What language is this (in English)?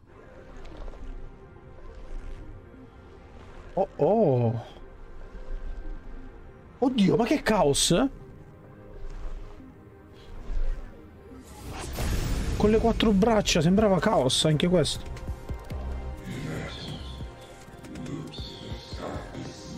Italian